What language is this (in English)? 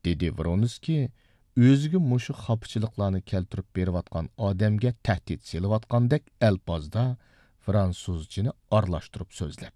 Uyghur